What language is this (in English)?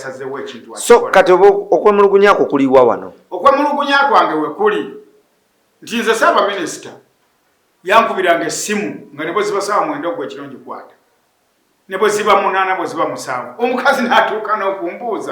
Ganda